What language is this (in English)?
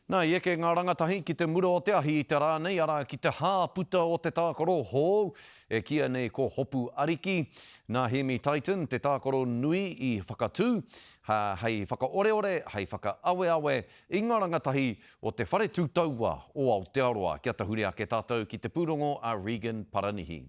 Māori